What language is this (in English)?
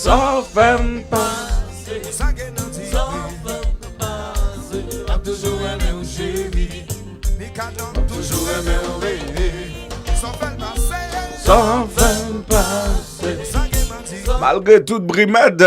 Haitian Creole